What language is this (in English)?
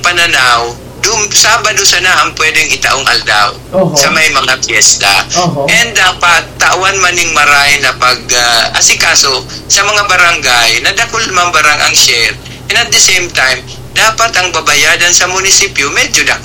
Bikol